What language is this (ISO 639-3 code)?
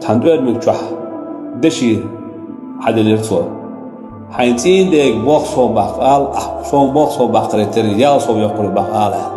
che